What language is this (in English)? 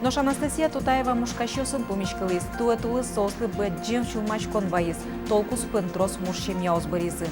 Udmurt